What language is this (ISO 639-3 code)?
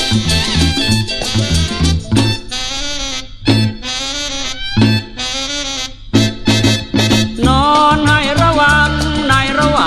tha